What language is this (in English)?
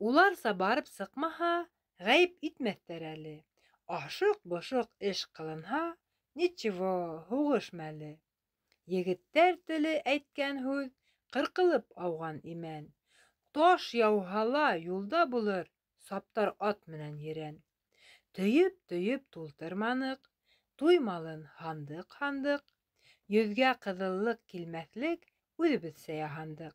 Bashkir